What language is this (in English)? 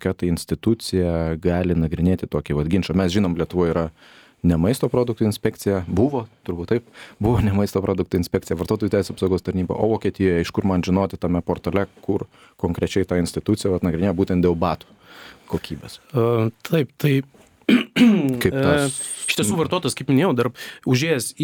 Lithuanian